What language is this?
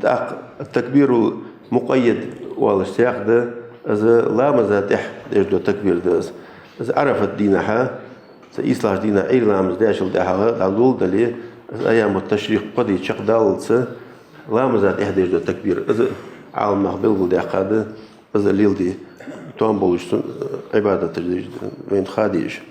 Ingush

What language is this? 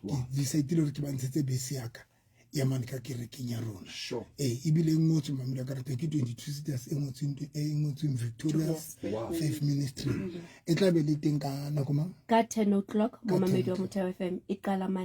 Southern Sotho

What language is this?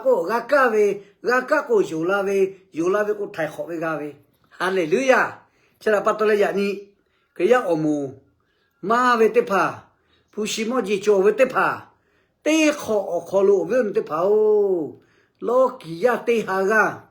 Lahu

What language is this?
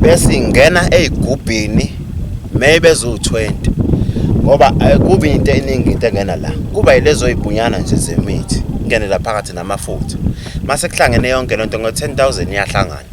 Zulu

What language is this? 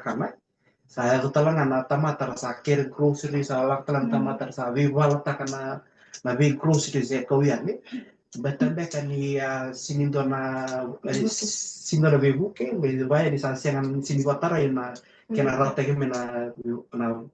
Fijian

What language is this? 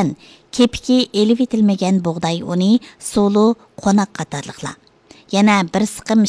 Uyghur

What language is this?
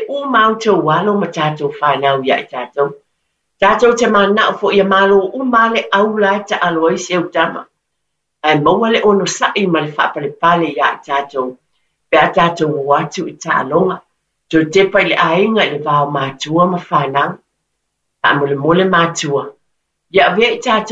Samoan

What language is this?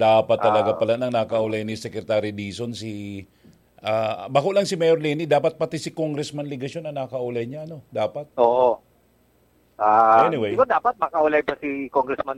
Bikol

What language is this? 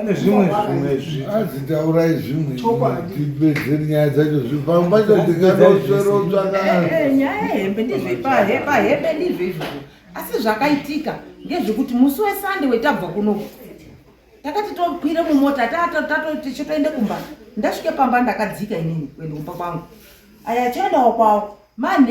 Shona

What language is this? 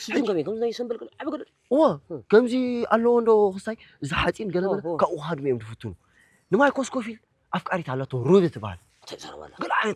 Tigrinya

